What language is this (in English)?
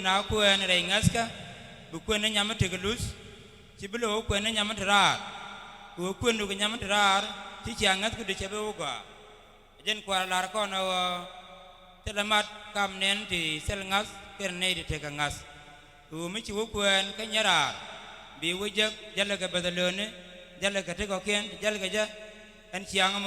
Nuer